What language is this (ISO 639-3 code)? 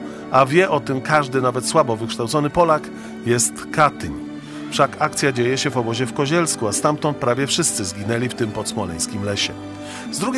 pol